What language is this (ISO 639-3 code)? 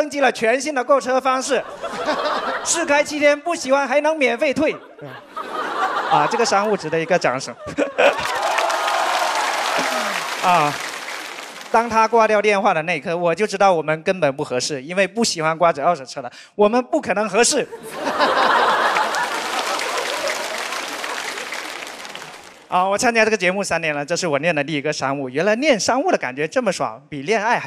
zho